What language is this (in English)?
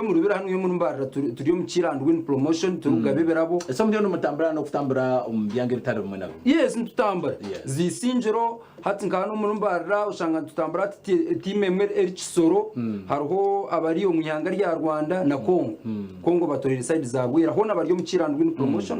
Nyankole